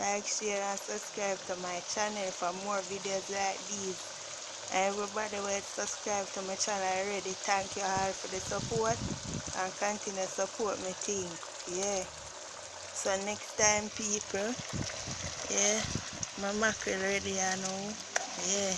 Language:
Jamaican Creole English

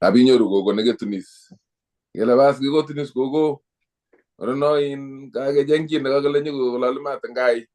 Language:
Kalenjin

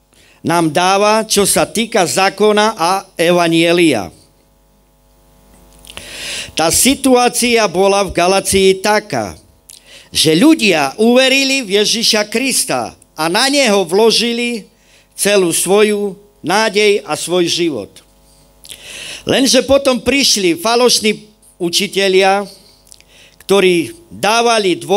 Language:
Slovak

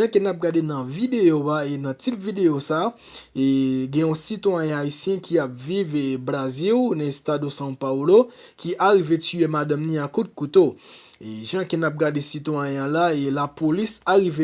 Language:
Haitian Creole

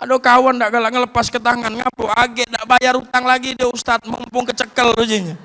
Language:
Musi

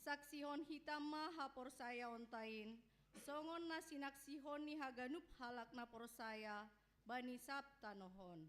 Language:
Batak Simalungun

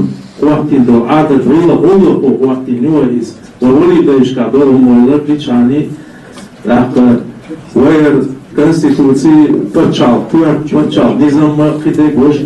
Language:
Chechen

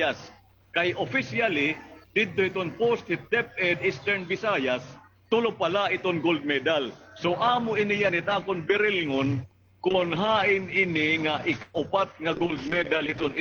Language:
Waray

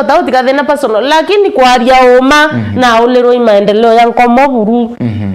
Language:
Meru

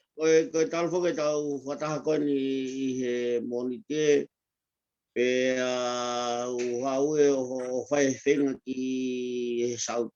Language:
Tongan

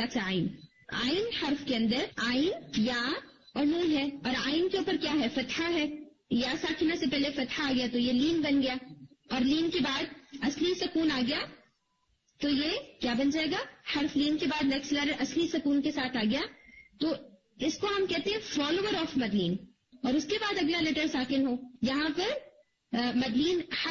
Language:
Urdu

